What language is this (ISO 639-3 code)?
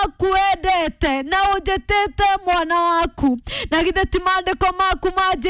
kik